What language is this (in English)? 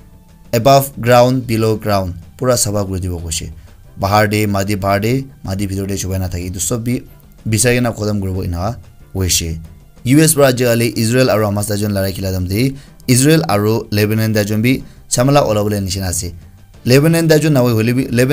Naga Pidgin